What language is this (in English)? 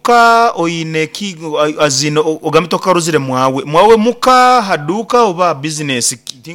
Nyankole